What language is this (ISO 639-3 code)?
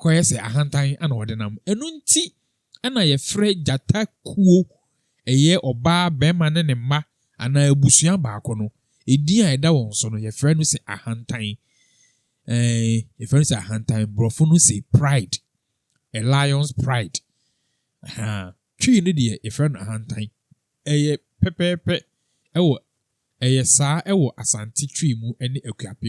aka